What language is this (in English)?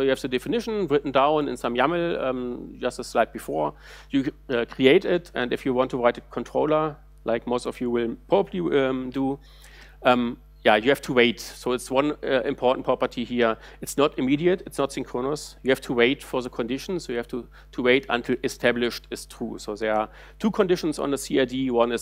English